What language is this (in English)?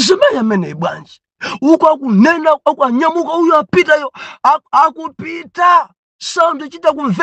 Nyanja